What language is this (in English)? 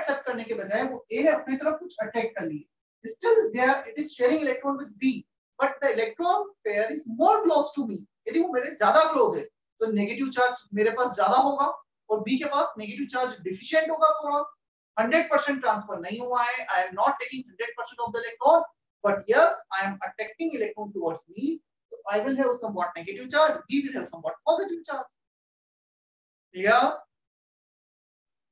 Hindi